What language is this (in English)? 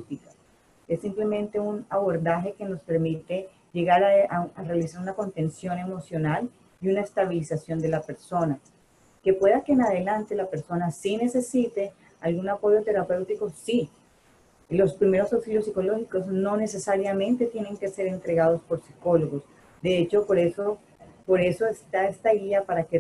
Spanish